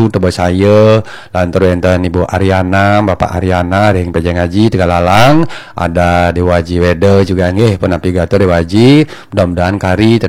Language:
Balinese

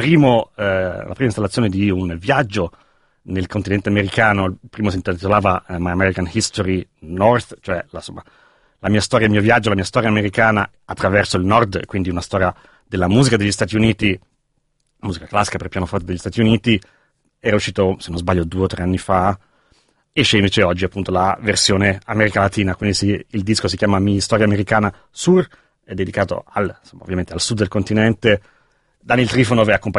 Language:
Italian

